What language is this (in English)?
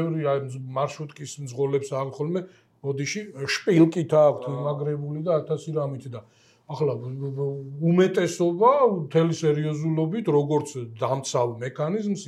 Georgian